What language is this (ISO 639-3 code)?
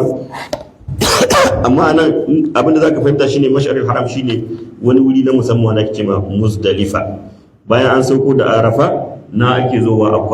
hau